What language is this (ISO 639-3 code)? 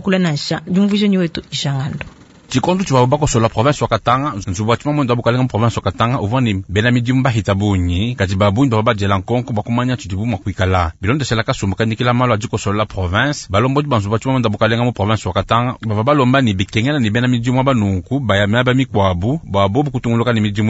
lua